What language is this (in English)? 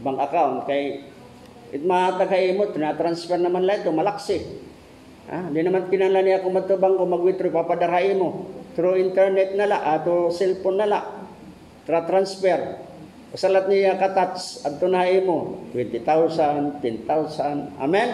Waray